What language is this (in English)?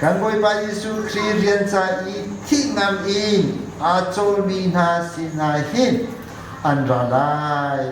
Hakha Chin